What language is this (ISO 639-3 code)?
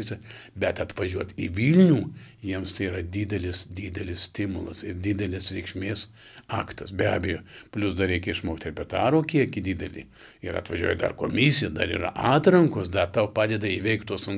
lit